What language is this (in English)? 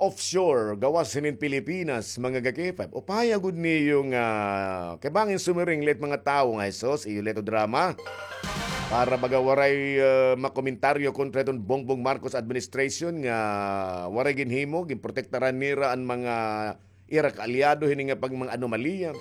Waray